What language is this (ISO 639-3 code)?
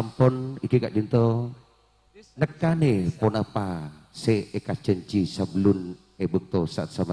mad